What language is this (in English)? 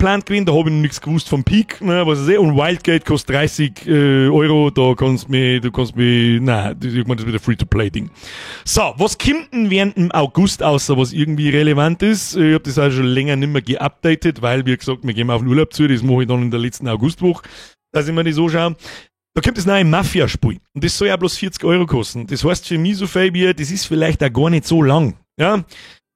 Bavarian